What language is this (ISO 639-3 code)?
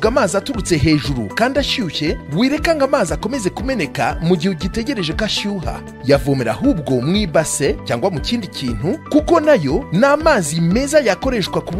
kin